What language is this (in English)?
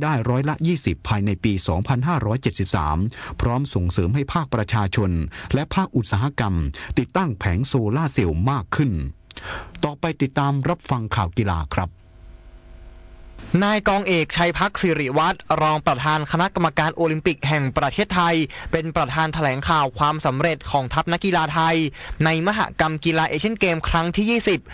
Thai